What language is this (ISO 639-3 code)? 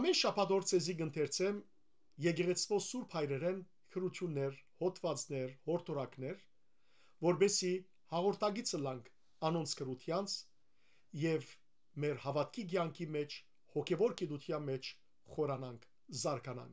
hyw